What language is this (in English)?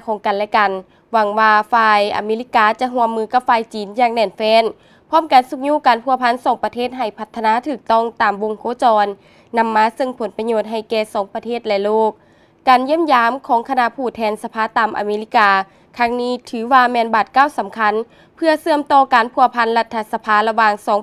Lao